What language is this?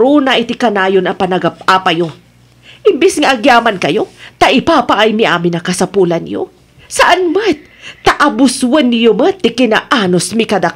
Iloko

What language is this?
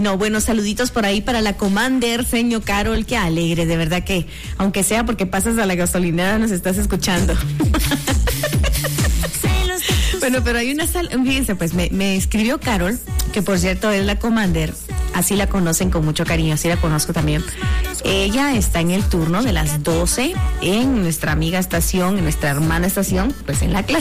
Spanish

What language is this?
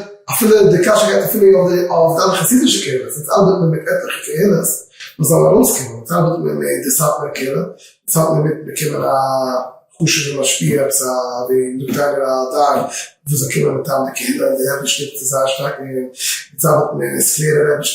Yiddish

